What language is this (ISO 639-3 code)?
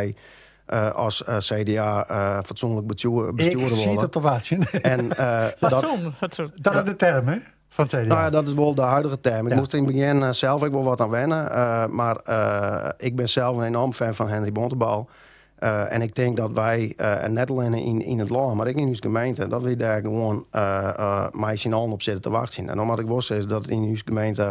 fry